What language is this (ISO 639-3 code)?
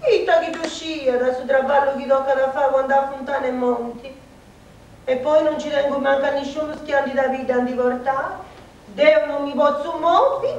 srd